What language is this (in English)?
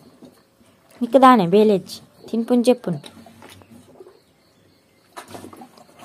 Tulu